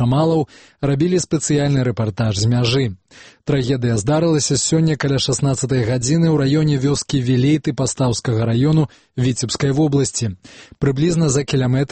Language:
Belarusian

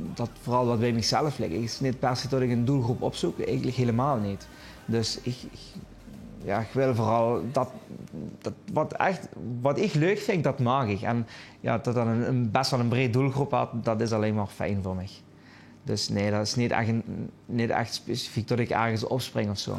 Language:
Limburgish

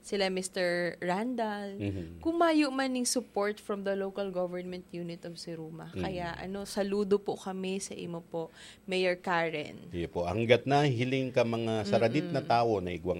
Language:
Bikol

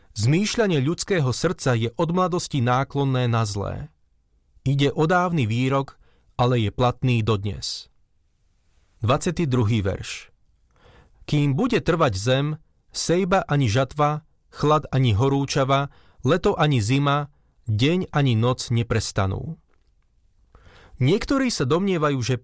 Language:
Slovak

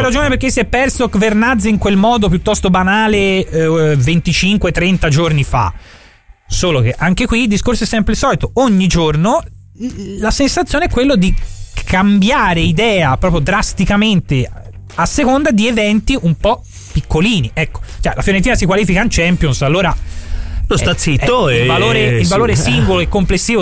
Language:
Italian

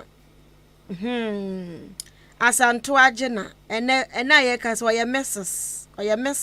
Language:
Akan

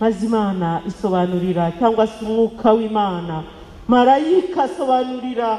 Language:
Kinyarwanda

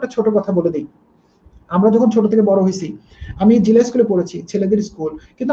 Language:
Bangla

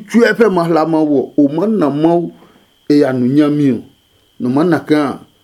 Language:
Adangme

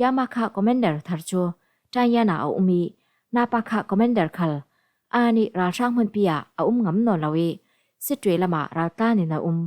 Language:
Falam Chin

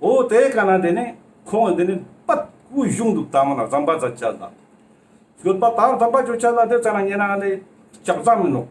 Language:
Ladakhi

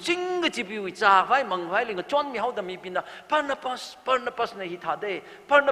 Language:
Tangkhul Naga (India)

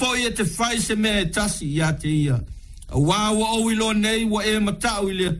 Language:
Samoan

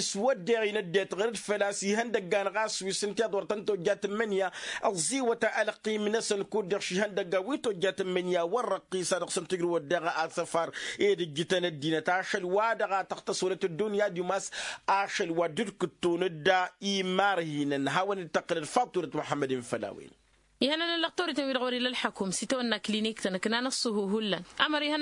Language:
Tamasheq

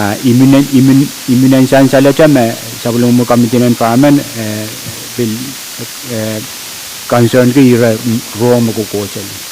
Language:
Pohnpeian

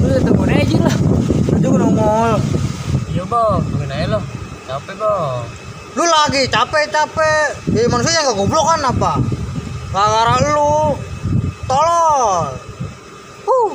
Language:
Betawi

